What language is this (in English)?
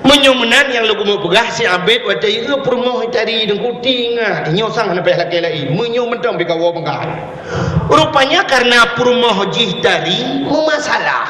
Achinese